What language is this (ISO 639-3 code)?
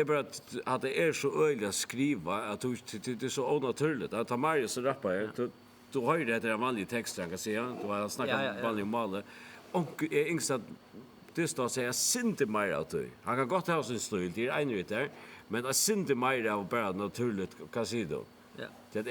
fao